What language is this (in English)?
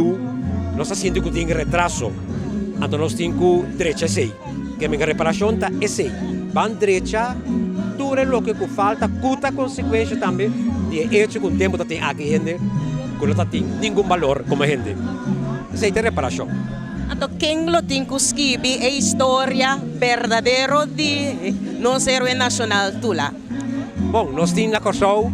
Papiamento